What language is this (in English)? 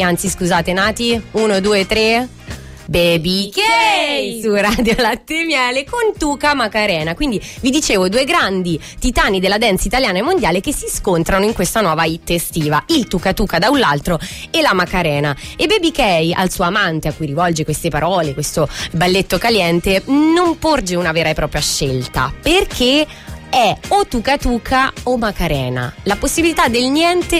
Italian